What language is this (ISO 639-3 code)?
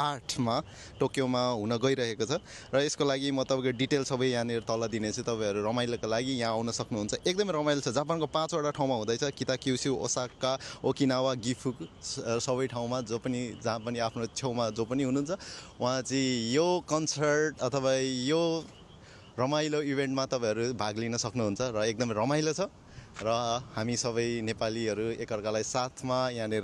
nep